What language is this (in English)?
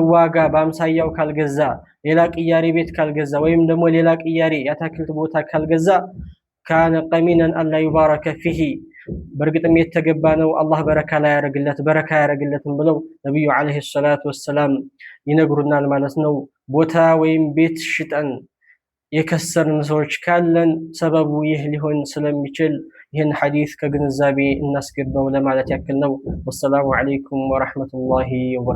Amharic